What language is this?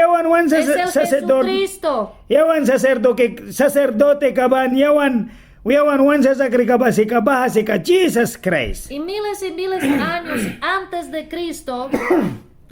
Mískito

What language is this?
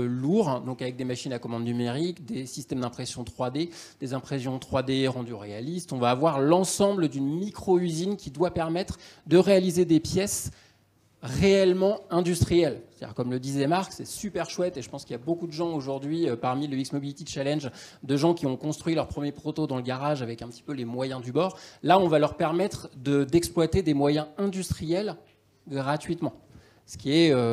French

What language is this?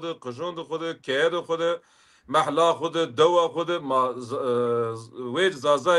Zaza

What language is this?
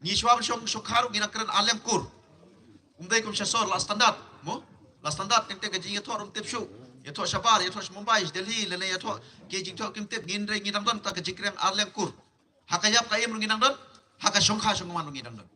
Khasi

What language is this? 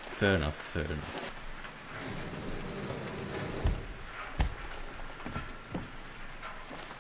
Dutch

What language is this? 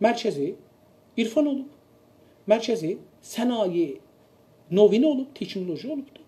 South Azerbaijani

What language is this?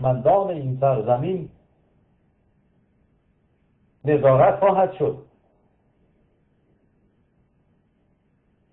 Persian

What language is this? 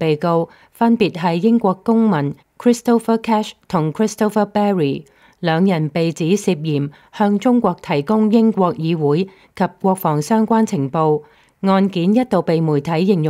Cantonese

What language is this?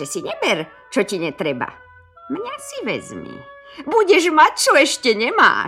Slovak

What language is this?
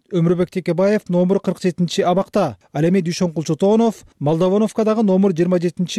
Kyrgyz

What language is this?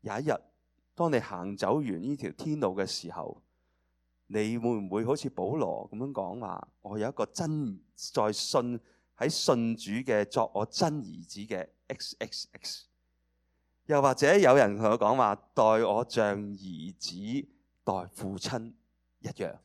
Cantonese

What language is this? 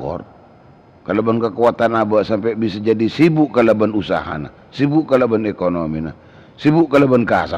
Madurese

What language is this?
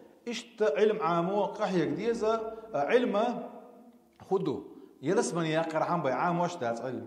Chechen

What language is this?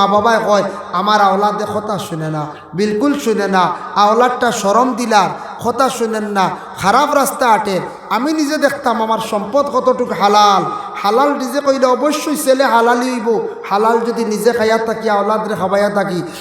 Sylheti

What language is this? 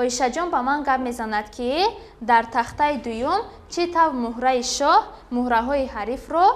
Tajik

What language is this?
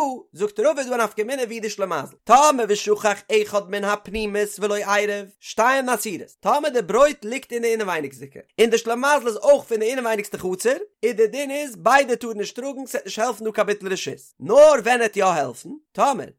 Yiddish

